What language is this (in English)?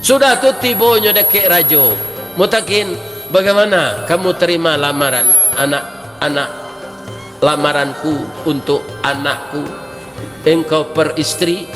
Minangkabau